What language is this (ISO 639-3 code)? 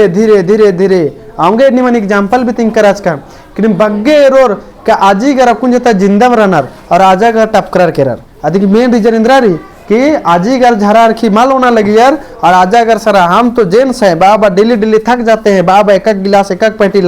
kru